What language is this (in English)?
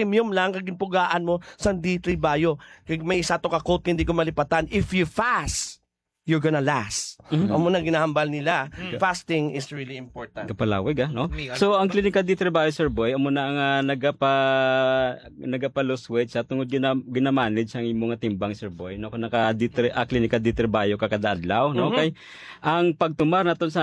Hiligaynon